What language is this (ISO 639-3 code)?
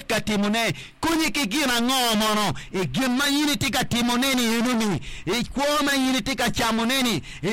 ach